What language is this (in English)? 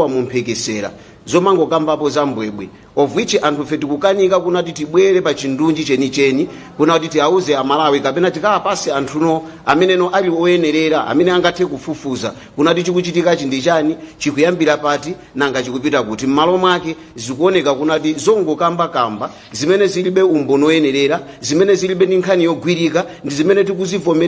Nyanja